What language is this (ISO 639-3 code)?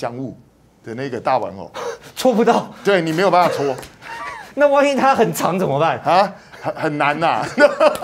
zho